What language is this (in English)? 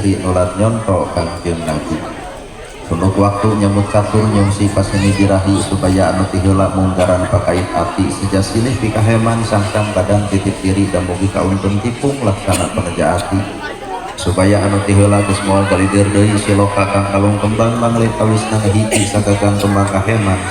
Sundanese